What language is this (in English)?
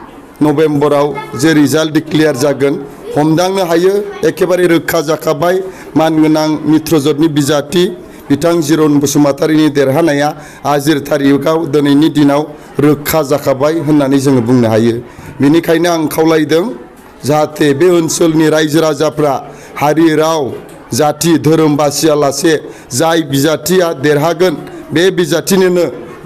Bodo